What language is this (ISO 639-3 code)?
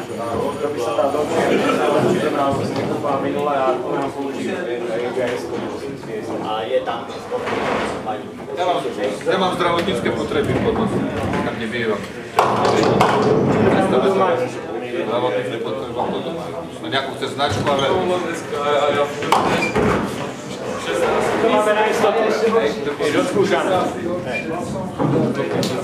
slk